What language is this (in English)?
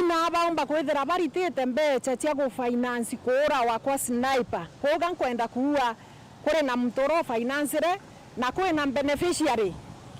Meru